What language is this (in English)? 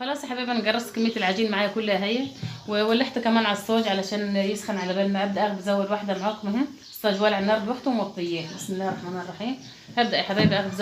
Egyptian Arabic